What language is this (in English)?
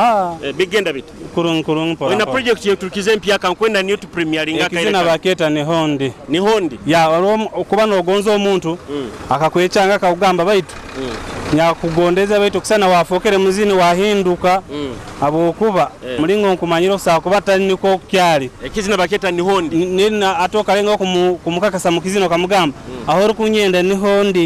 Nyoro